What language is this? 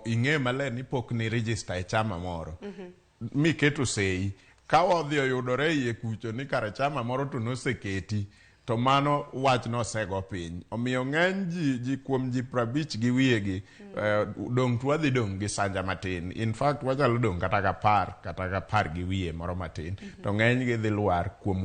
Luo (Kenya and Tanzania)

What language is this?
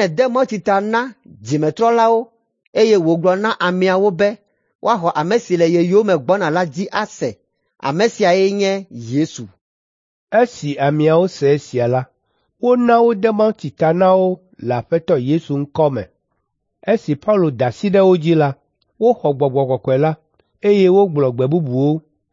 Ewe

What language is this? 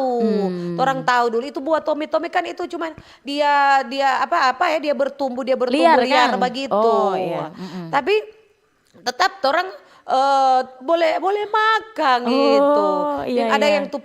Manado Malay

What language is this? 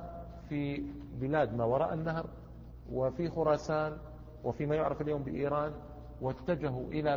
Arabic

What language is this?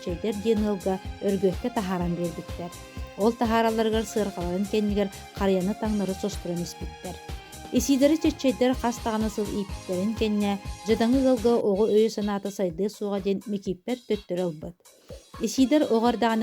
Yakut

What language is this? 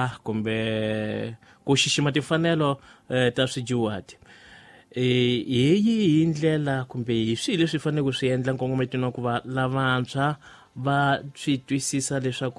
Tsonga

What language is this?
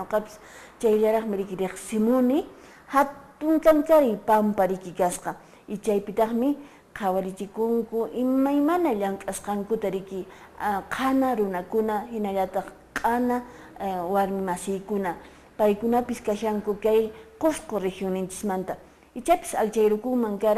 Quechua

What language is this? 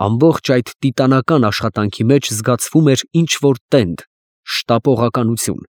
Armenian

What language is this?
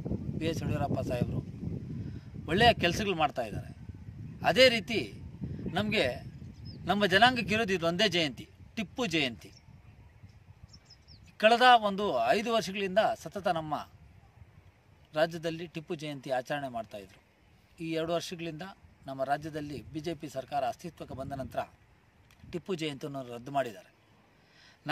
Kannada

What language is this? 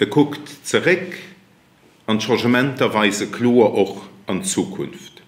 Luxembourgish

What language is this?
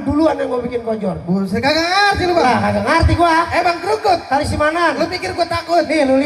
Betawi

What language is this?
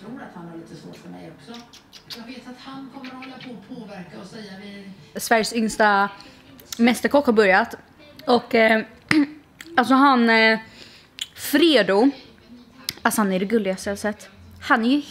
Swedish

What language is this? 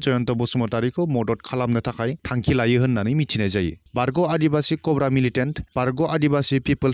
Bodo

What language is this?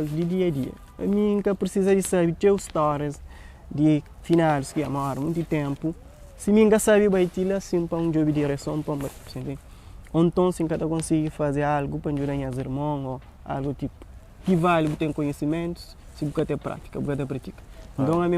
Kabuverdianu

